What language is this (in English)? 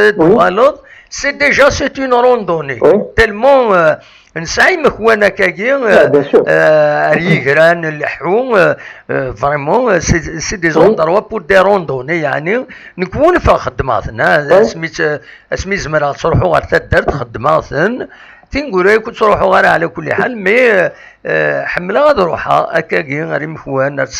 Kabyle